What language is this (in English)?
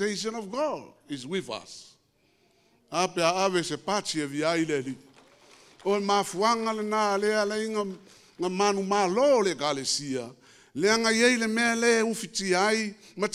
Samoan